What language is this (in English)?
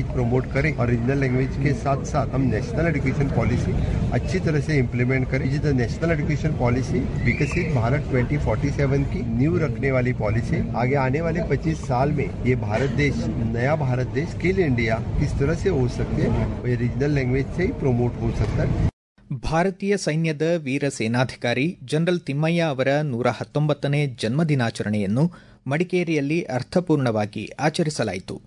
Kannada